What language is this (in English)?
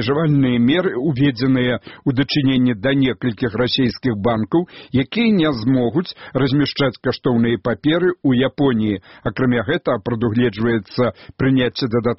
Belarusian